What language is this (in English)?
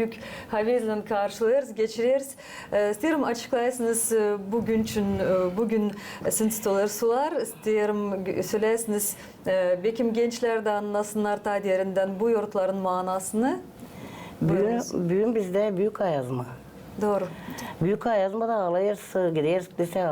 Gagauz